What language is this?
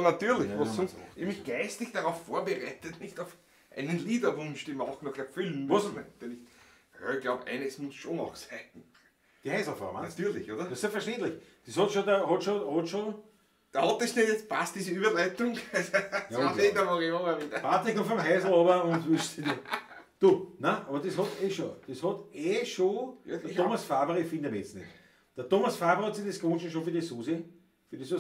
Bavarian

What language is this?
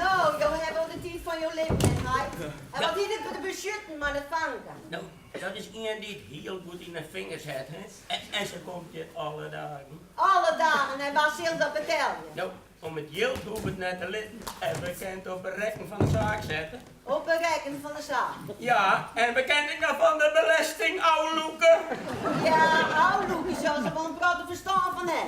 Western Frisian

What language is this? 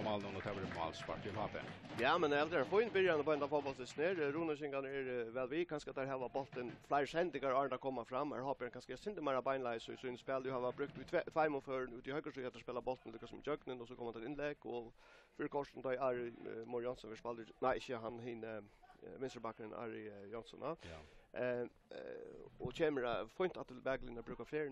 Faroese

